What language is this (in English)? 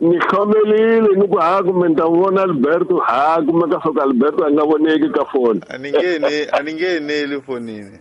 Tsonga